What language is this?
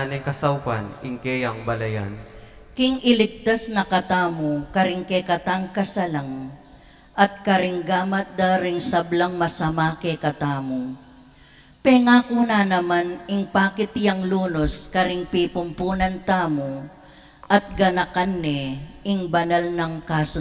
Pampanga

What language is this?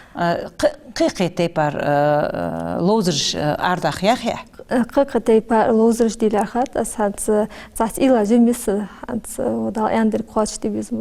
Ingush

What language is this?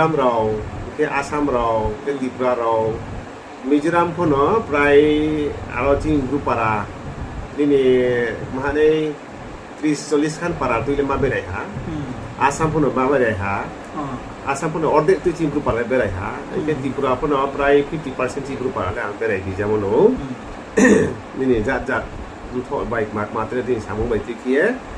Riang (India)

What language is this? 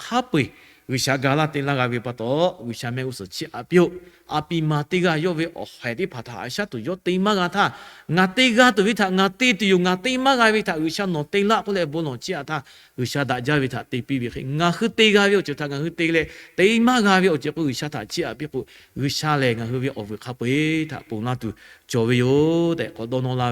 Lahu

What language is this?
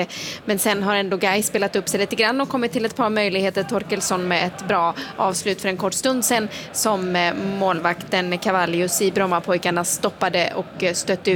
Swedish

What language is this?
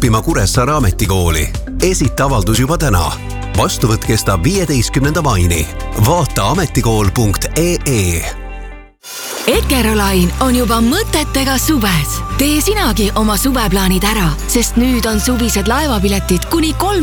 Estonian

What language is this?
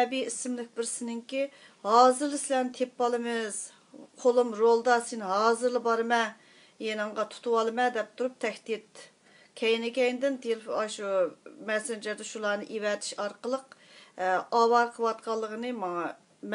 Uyghur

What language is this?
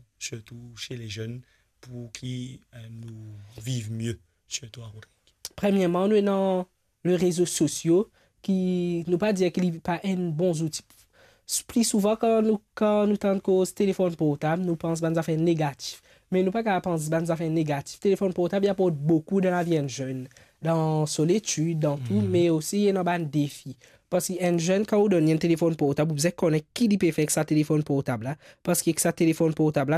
Morisyen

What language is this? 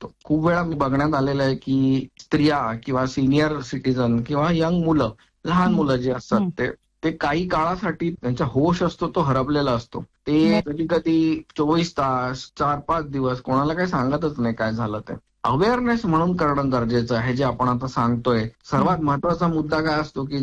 Marathi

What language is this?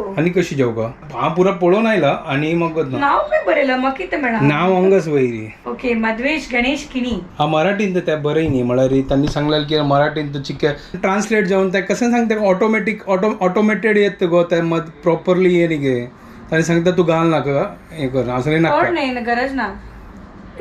Konkani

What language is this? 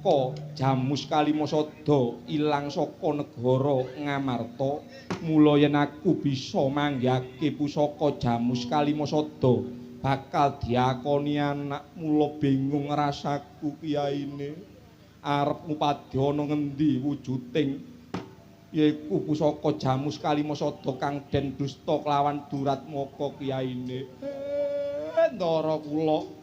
Javanese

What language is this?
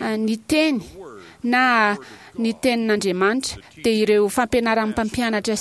Malagasy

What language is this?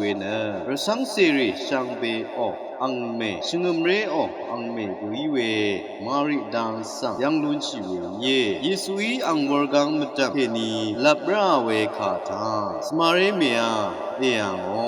Rawang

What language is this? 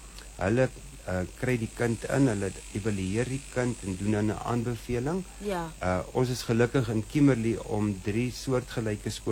Afrikaans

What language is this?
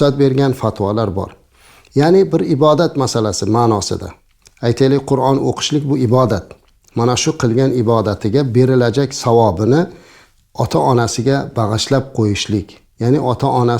Uzbek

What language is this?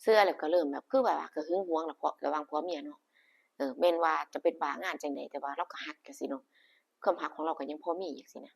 Northeastern Thai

